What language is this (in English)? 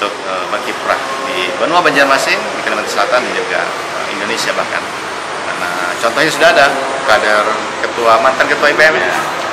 Banjar